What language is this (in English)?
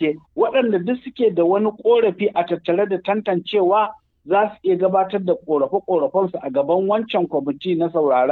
Hausa